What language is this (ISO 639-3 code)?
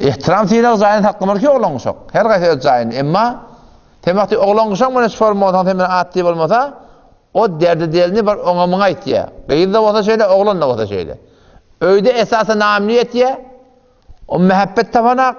tuk